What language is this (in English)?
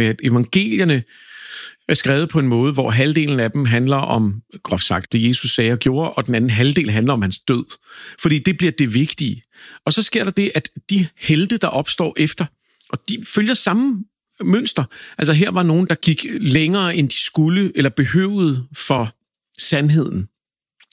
Danish